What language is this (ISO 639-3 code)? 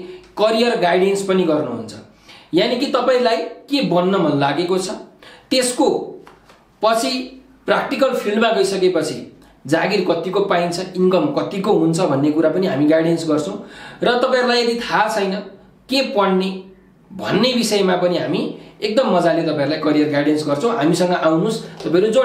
nep